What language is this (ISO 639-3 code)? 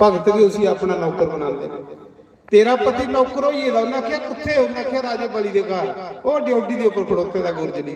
doi